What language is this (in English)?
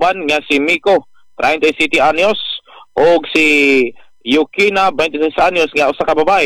Cebuano